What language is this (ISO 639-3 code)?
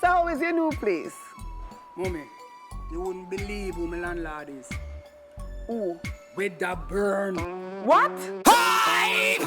jam